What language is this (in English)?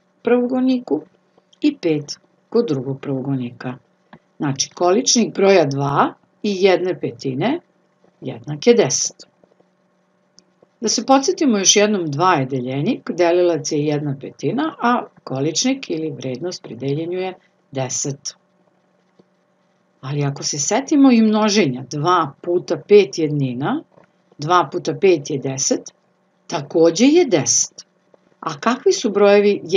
Serbian